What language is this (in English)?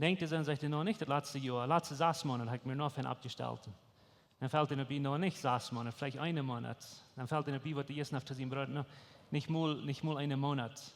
Plautdietsch